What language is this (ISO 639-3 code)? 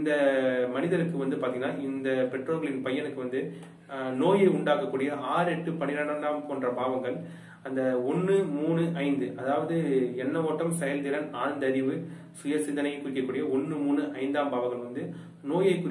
tam